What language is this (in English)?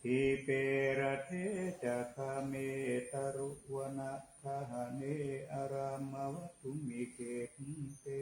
Pali